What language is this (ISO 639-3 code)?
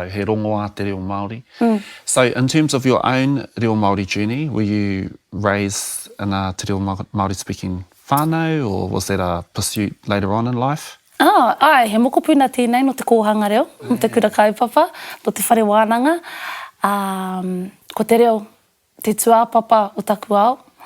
mri